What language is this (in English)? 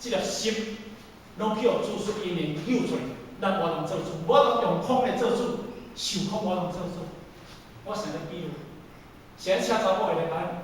Min Nan Chinese